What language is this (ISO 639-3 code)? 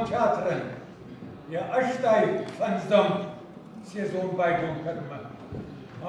oss